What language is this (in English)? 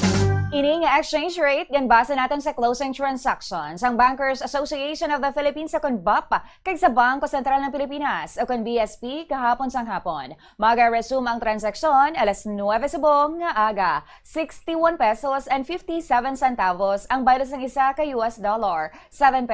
Hiligaynon